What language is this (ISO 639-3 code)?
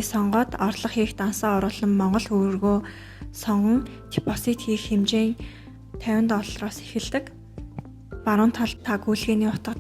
mon